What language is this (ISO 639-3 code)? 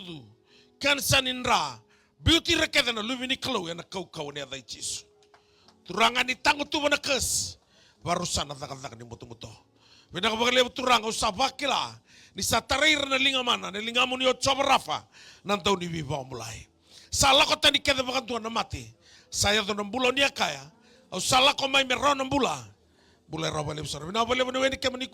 fij